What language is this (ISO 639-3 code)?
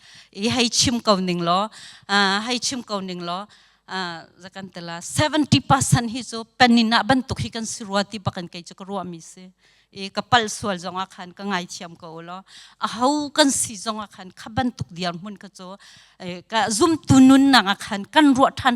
cnh